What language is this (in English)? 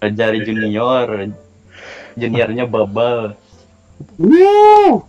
Banjar